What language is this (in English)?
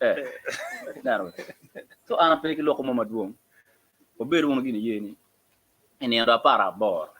Acoli